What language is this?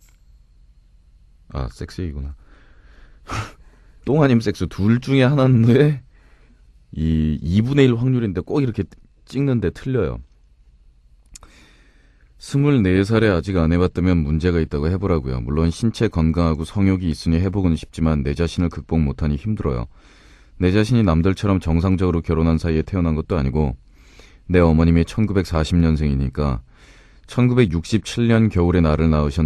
Korean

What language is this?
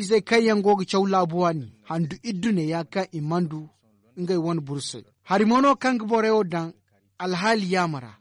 Zarma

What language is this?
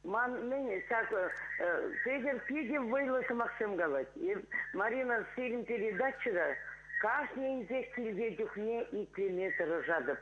Chuvash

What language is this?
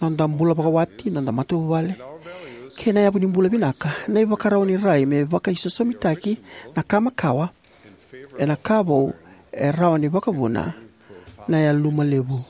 Fijian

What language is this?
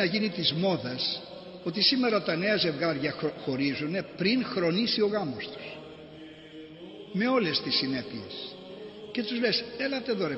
Greek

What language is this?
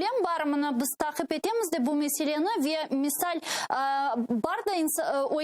Crimean Tatar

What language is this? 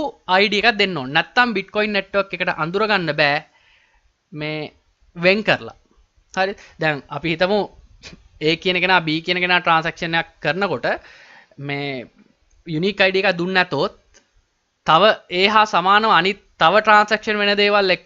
Sinhala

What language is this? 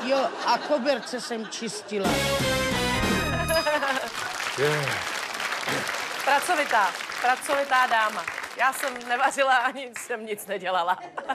Czech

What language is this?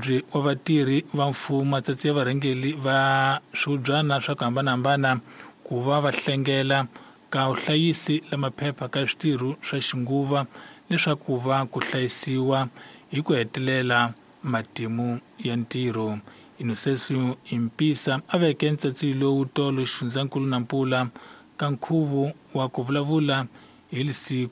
Tsonga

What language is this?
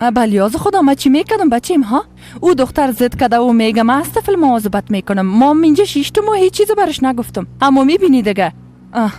Persian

